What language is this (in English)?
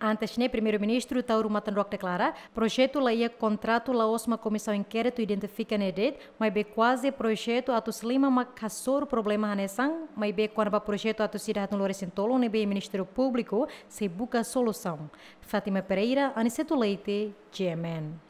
Tetum